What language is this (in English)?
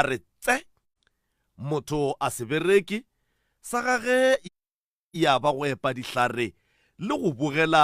Northern Sotho